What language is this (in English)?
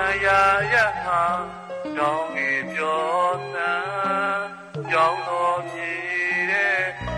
Burmese